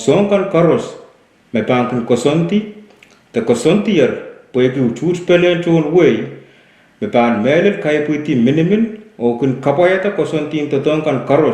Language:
Pohnpeian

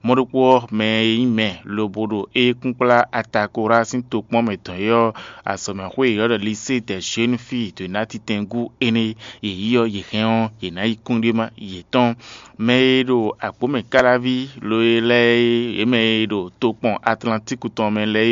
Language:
Fon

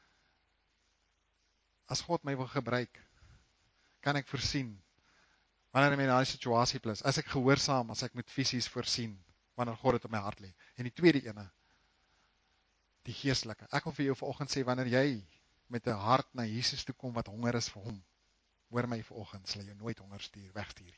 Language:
Afrikaans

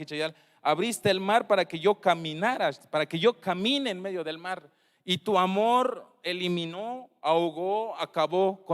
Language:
Tzeltal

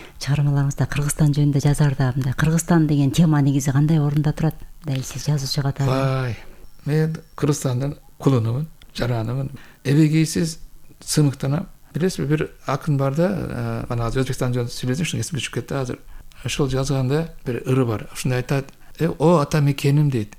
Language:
Kyrgyz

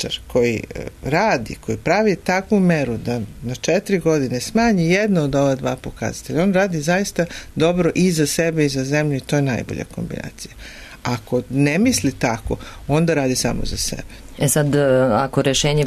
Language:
Serbian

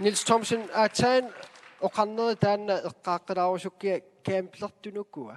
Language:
Kalaallisut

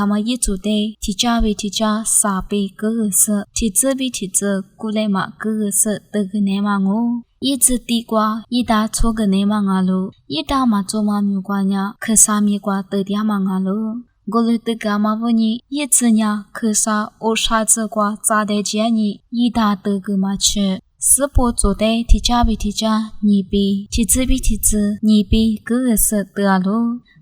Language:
Lisu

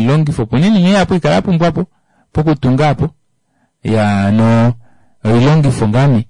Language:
Kuanyama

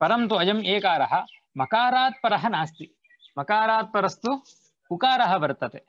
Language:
Sanskrit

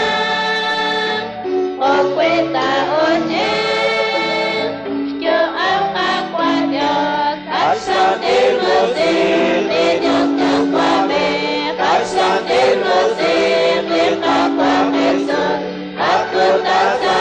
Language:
Kekchí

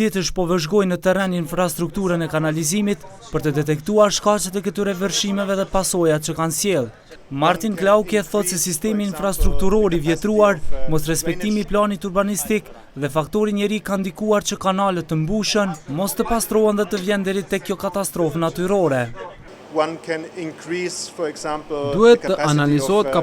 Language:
Albanian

